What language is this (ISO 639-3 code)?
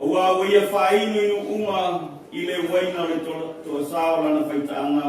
smo